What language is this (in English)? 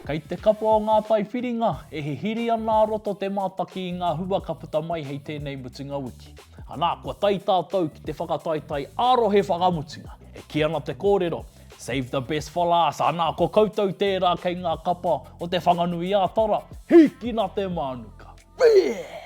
Māori